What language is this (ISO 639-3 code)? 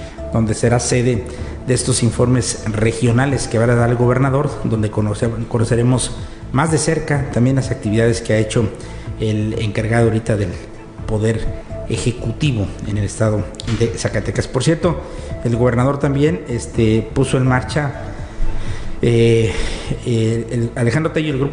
spa